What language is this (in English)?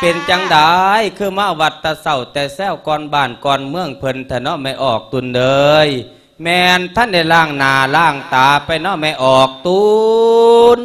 Lao